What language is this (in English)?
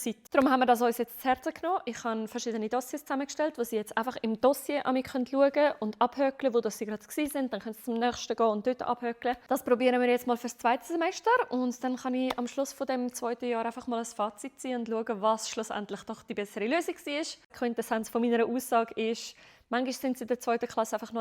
Swiss German